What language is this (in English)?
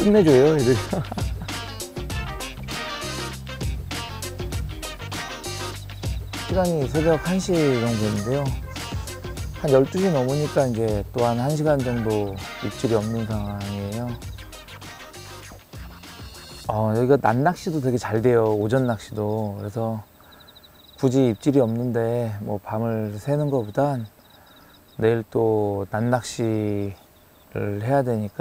Korean